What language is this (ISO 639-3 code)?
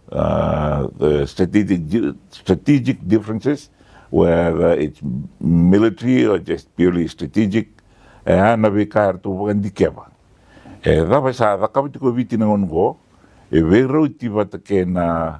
fij